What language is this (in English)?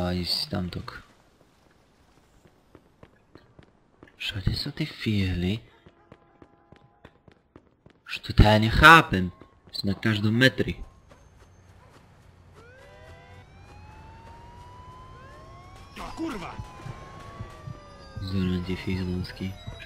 Slovak